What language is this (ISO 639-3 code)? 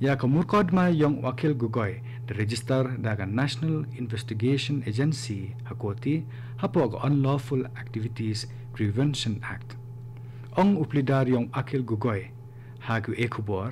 kha